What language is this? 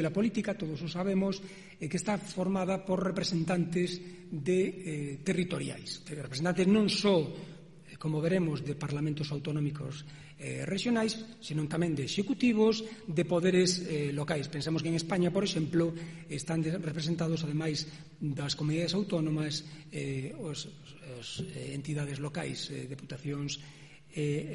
Galician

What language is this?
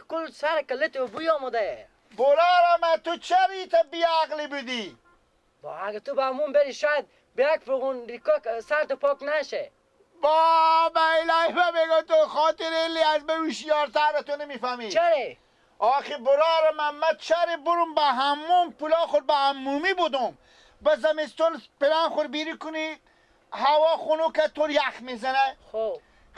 Persian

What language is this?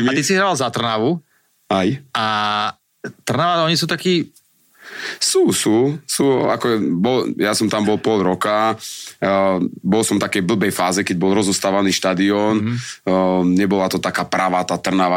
Slovak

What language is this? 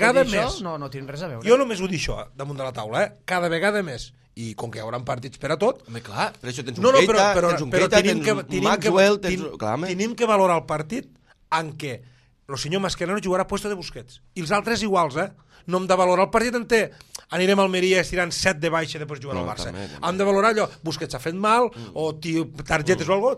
Catalan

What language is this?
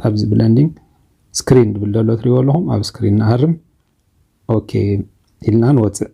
Tigrinya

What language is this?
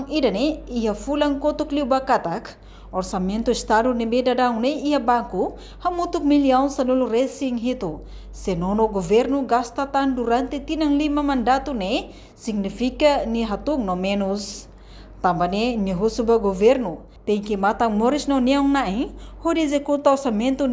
Tetum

